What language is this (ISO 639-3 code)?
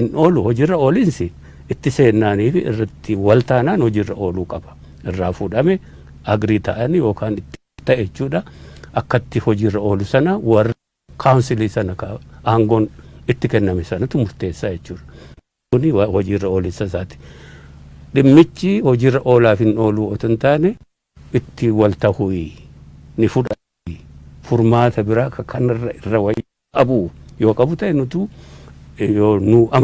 orm